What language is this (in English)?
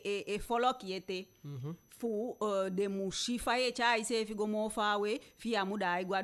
Eastern Maroon Creole